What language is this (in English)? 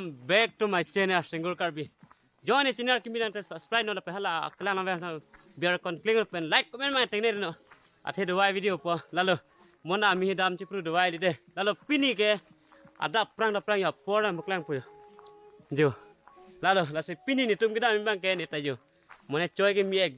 Karbi